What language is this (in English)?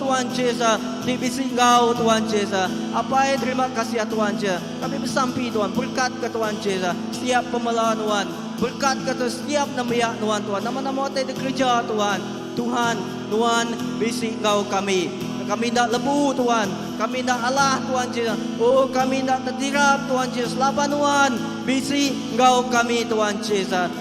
Iban